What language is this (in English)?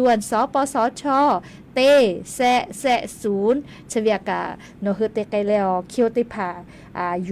Lahu